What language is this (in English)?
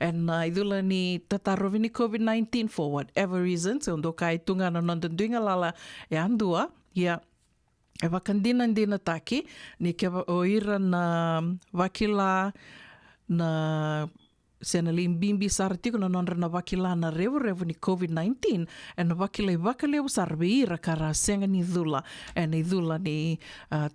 Fijian